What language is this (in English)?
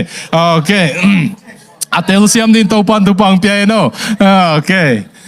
Tedim Chin